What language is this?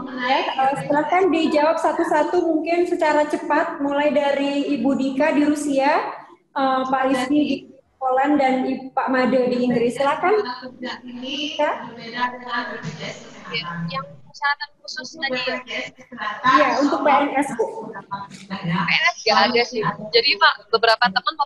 Indonesian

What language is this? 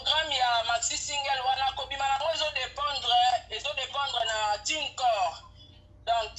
Lingala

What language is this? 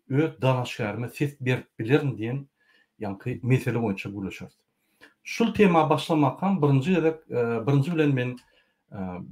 Turkmen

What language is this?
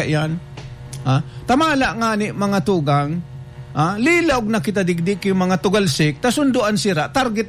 Bikol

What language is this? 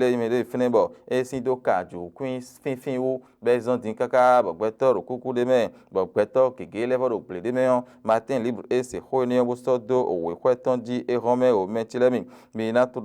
Fon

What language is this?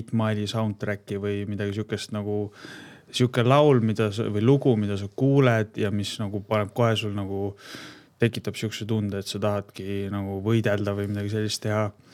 Estonian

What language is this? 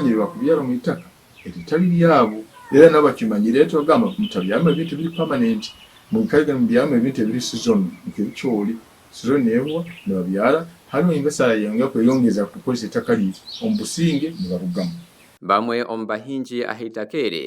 Nyankole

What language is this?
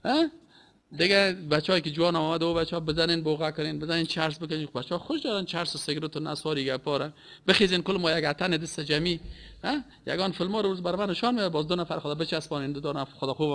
Persian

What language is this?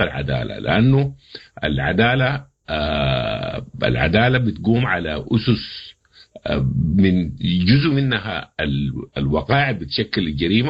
Sudanese Arabic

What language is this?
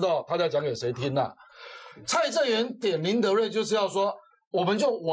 Chinese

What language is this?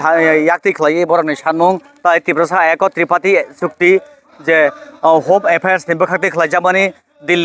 Kok Borok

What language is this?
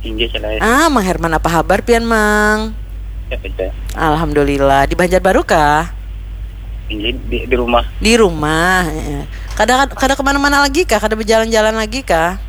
Banjar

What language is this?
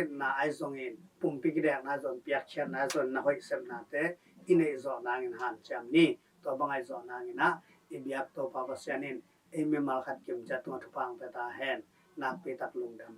Tedim Chin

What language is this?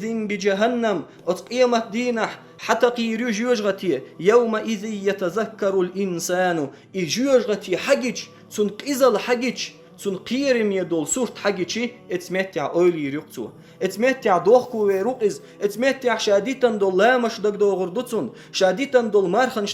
Chechen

